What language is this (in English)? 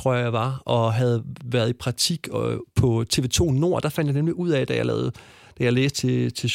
Danish